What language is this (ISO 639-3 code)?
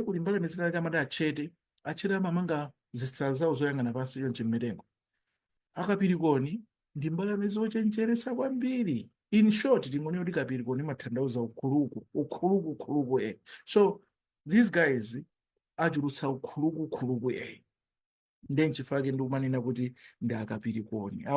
nya